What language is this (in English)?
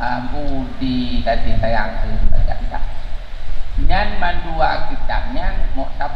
Achinese